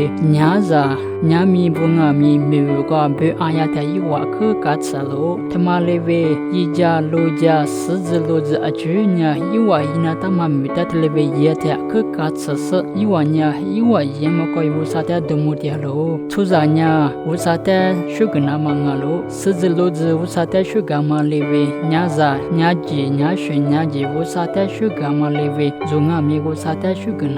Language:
Lisu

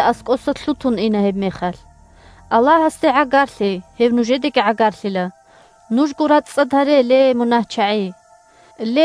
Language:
Avaric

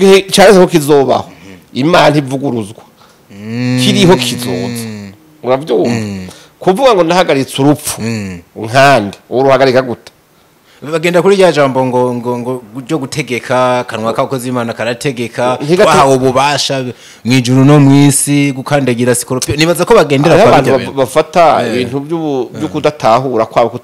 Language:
Rundi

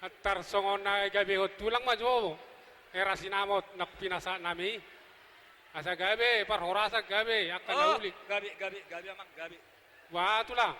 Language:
Batak Toba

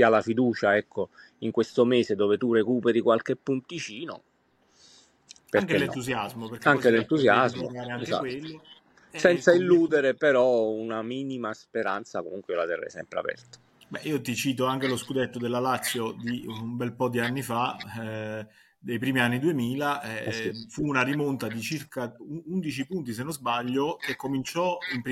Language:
Italian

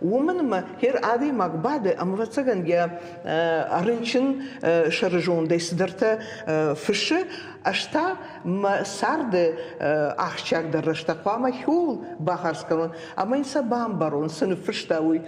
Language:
Ossetic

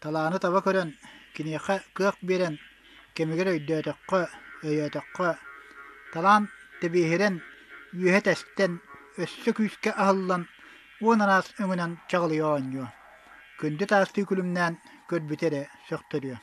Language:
Yakut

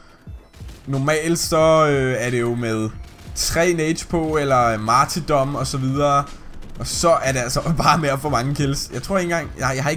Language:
Danish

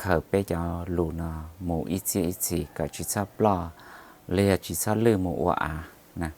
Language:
Hmong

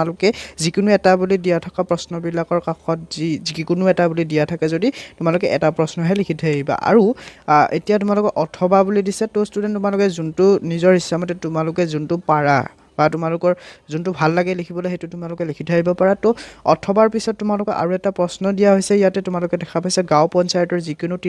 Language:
Assamese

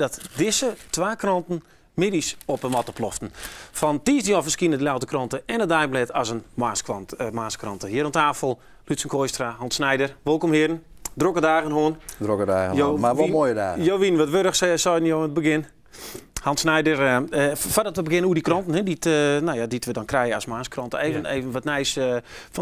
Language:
Western Frisian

